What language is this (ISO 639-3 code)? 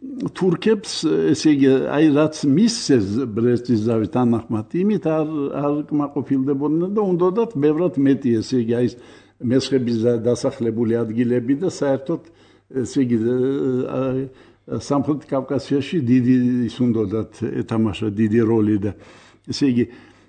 kat